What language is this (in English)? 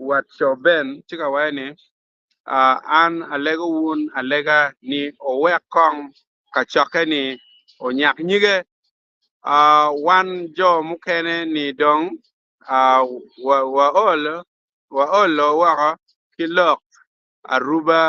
Acoli